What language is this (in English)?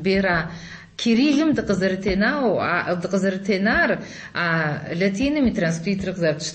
Kabardian